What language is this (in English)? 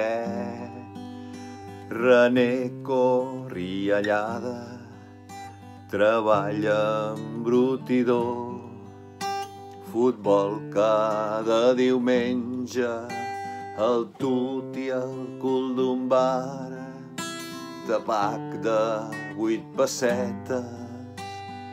Catalan